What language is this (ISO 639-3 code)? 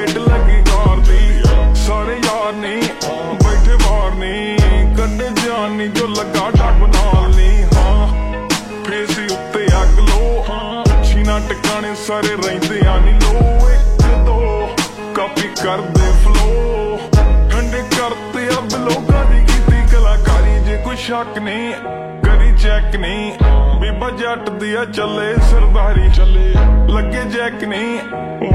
pan